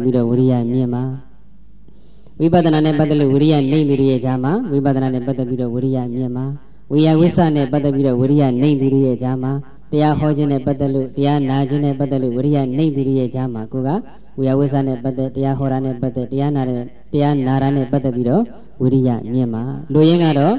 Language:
Burmese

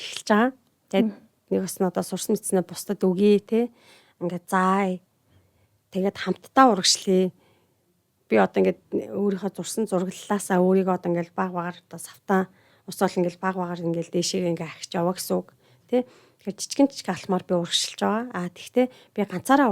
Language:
Mongolian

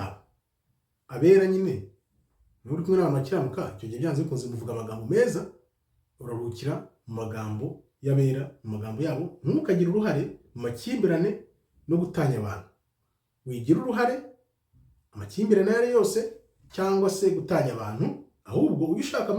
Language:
Kinyarwanda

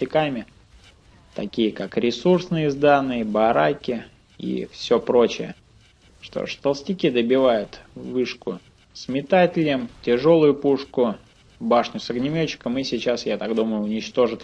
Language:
Russian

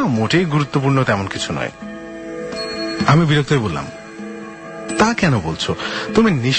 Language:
Bangla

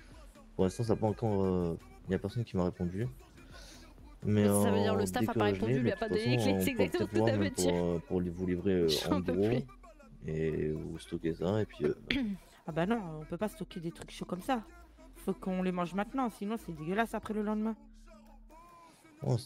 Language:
French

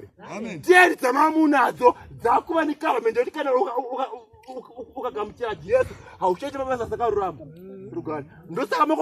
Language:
Shona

